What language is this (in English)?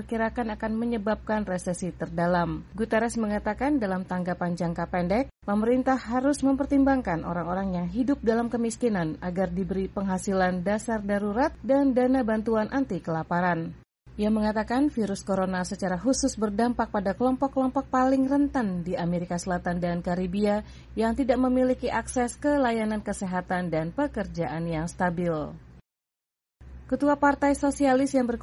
Indonesian